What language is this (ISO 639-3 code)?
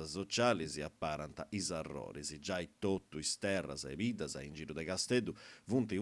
srd